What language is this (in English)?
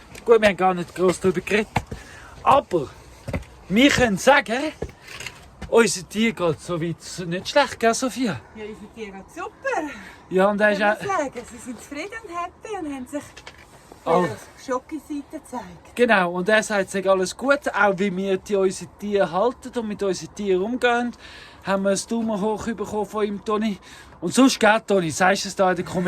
Swiss German